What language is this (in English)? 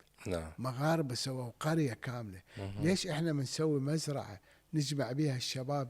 Mesopotamian Arabic